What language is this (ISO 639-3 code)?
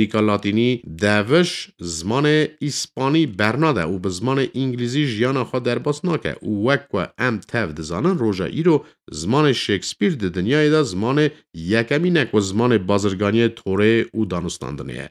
kur